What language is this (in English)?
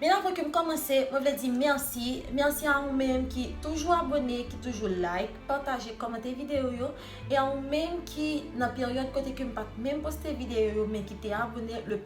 Haitian Creole